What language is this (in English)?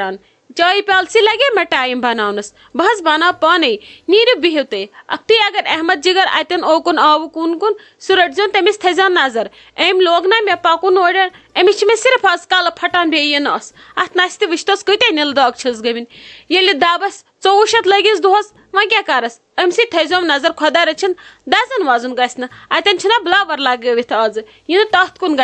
Kashmiri